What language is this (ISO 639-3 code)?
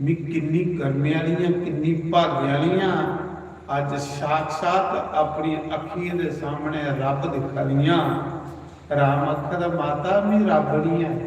doi